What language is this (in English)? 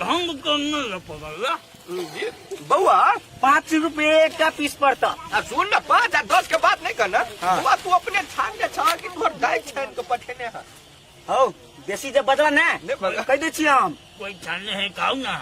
Maithili